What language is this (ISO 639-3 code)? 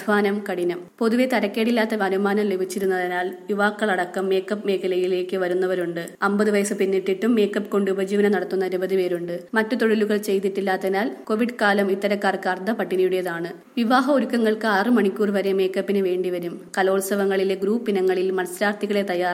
mal